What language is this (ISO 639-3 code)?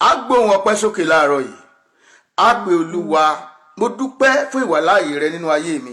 yor